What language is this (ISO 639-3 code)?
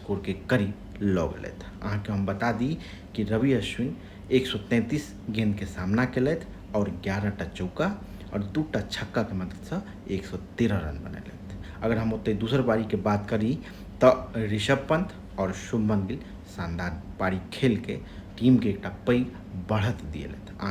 mai